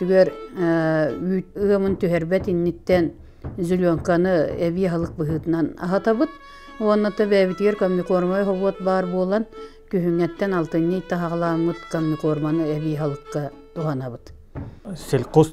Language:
Yakut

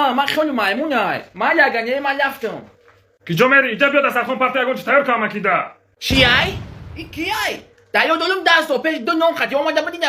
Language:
Tajik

